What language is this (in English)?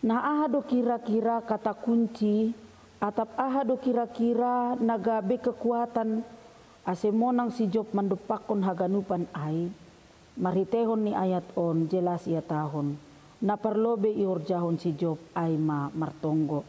Batak Simalungun